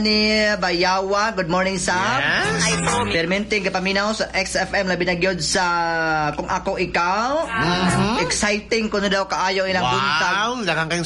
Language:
Cebuano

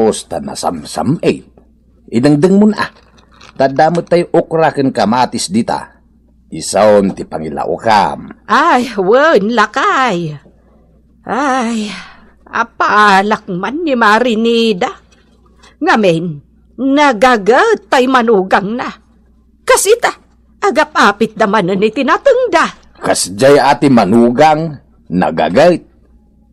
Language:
Iloko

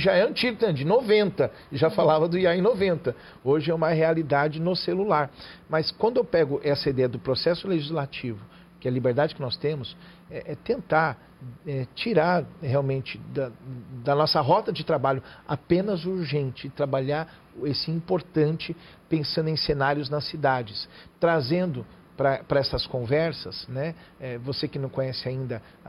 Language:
Portuguese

